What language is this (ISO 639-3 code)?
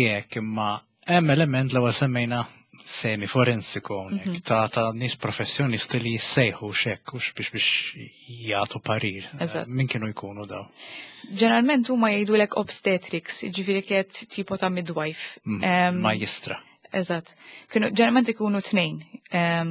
mlt